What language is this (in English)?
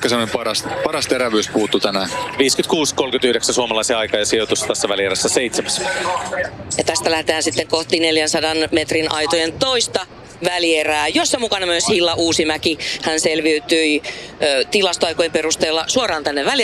Finnish